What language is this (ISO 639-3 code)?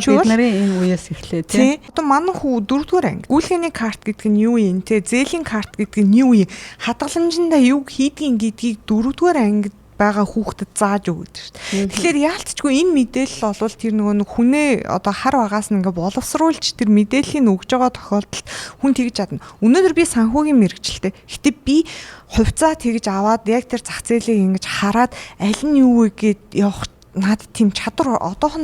mon